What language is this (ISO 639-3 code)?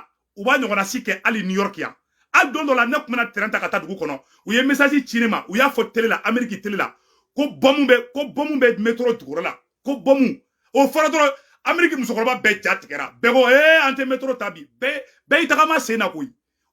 bam